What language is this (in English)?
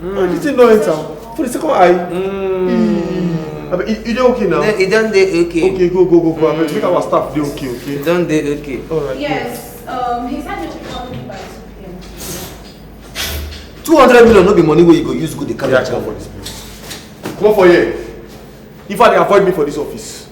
Nigerian Pidgin